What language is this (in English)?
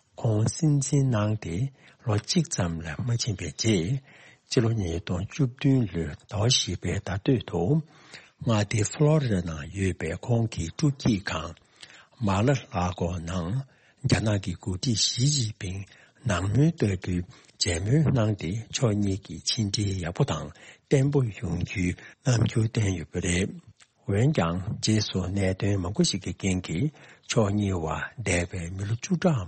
Tibetan